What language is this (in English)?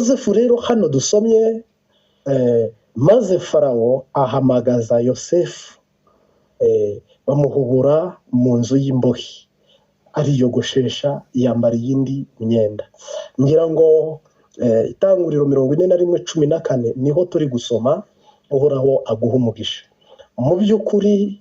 Kinyarwanda